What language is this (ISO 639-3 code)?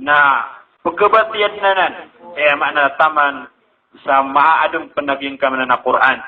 mrw